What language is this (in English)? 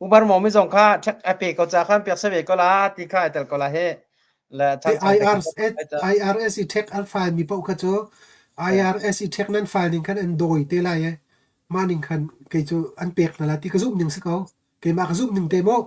Hakha Chin